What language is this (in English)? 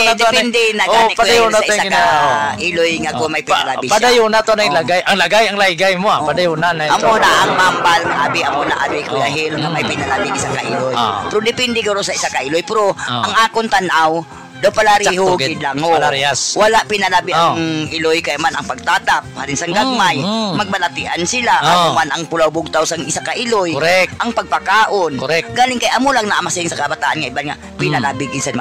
Hiligaynon